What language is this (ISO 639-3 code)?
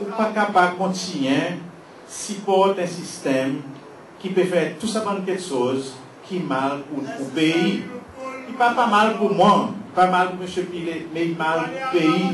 crs